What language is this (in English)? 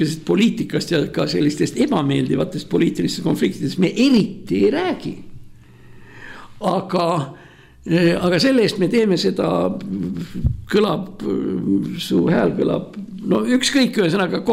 Estonian